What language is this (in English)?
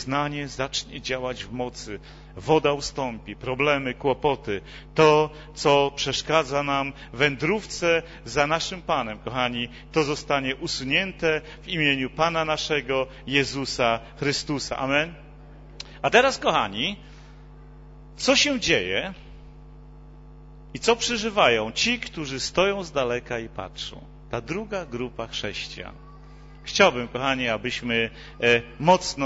Polish